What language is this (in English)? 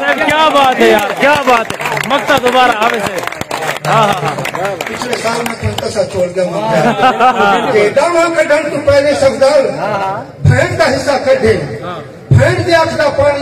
Saraiki